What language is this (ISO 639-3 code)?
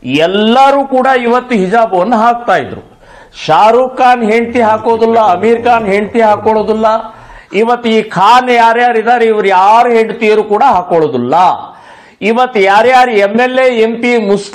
kan